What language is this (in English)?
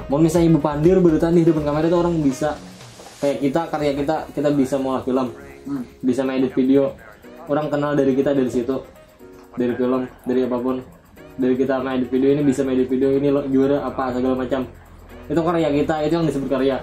Banjar